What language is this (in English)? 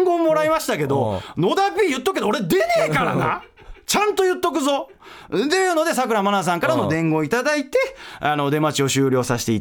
Japanese